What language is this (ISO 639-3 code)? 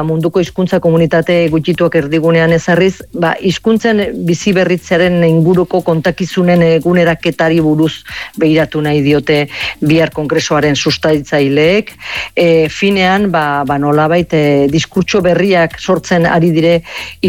eus